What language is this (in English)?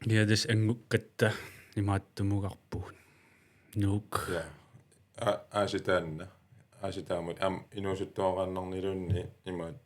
Kalaallisut